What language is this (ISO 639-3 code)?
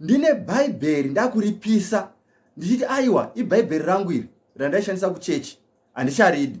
sna